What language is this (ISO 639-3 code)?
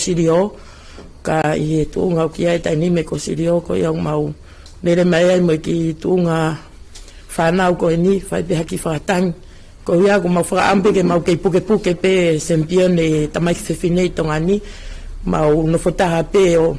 ton